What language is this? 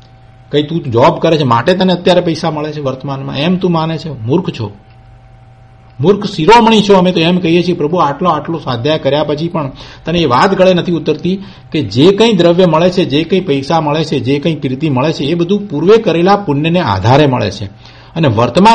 Gujarati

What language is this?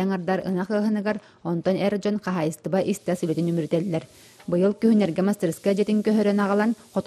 Yakut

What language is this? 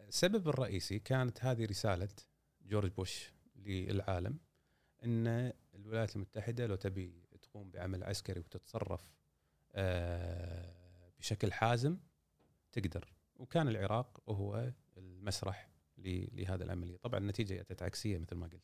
Gulf Arabic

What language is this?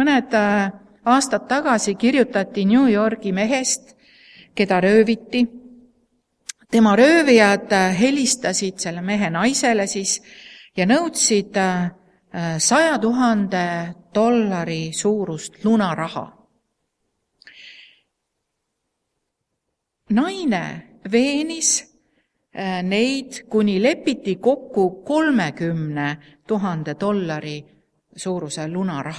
Estonian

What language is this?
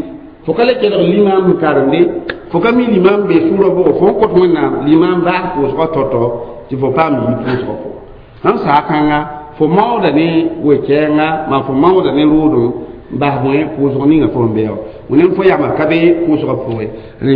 Mossi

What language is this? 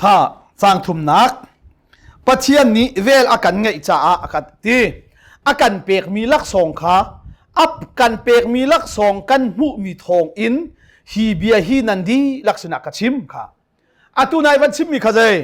Hakha Chin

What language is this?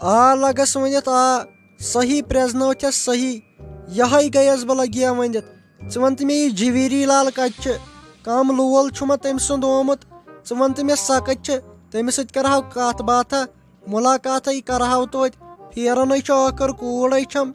Kashmiri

